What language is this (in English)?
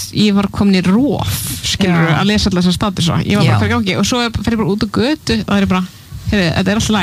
Icelandic